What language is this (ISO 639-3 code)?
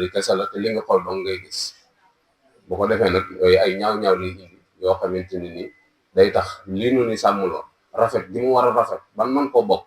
wol